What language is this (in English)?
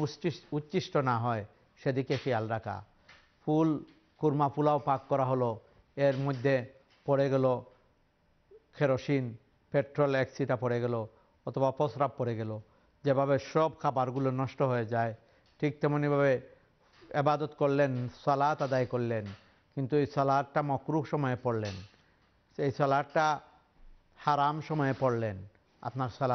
Bangla